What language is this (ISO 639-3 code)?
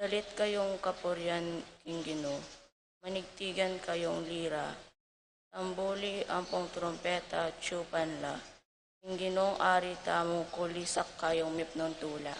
pam